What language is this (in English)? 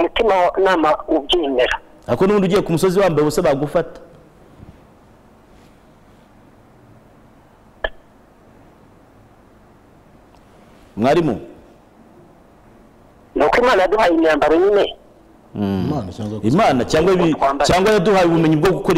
Kinyarwanda